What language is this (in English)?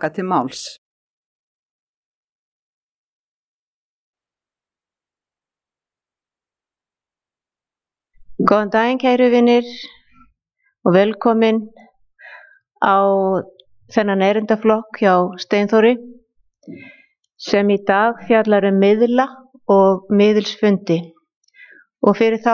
Icelandic